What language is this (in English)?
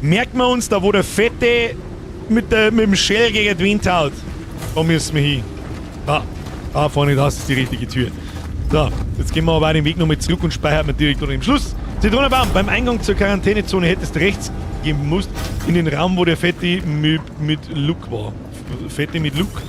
Bavarian